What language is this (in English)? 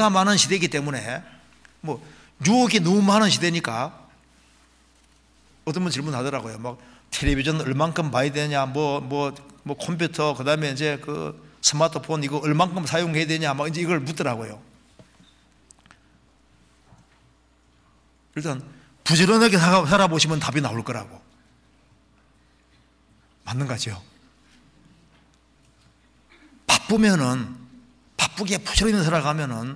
Korean